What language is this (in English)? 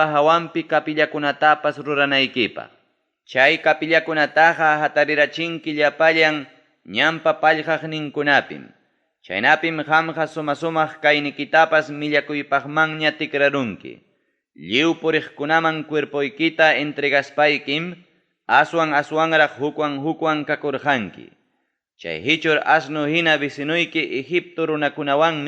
Ayacucho Quechua